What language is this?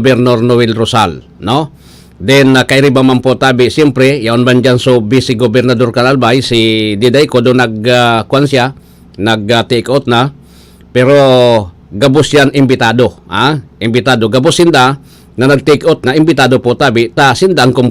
Bikol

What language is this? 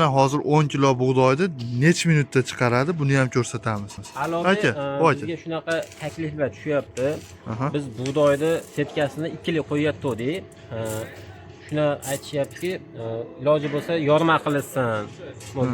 Uzbek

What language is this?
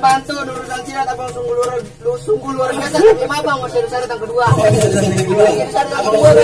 Betawi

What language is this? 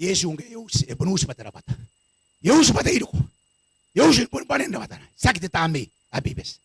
Gilbertese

